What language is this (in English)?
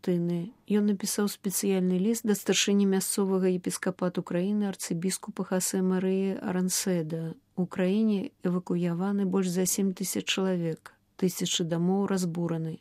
Belarusian